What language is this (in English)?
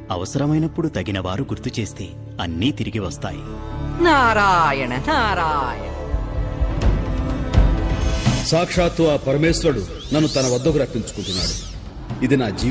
Telugu